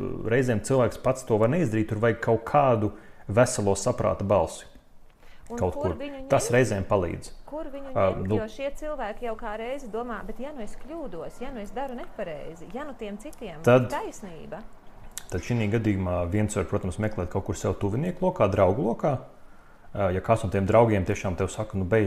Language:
Latvian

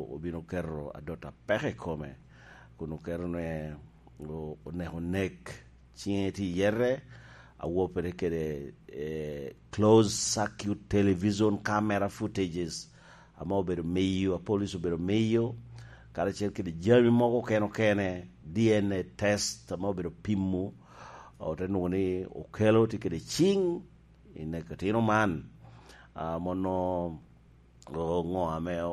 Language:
Lango (Uganda)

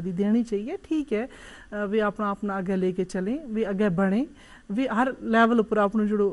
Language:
Gujari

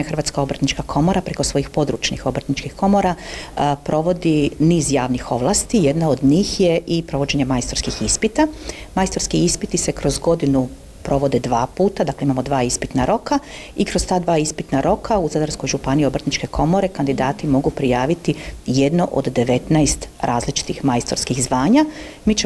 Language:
Croatian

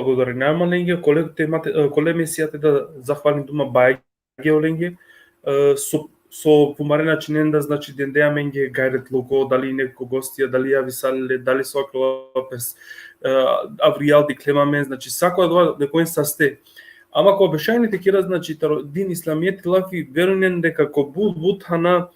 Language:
Balkan Romani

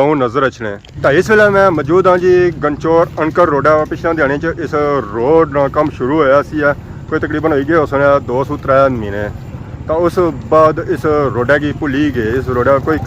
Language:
Pahari-Potwari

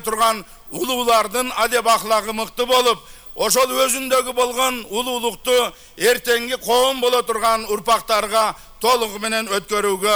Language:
Kyrgyz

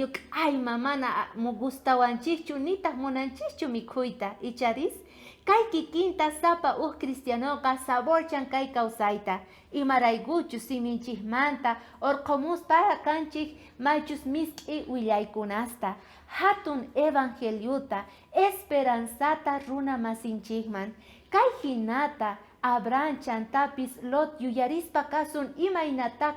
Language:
South Bolivian Quechua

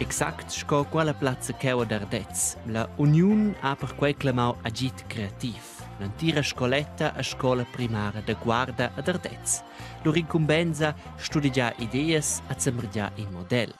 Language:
Romansh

